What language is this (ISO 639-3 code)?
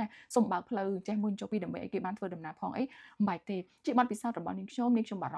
khm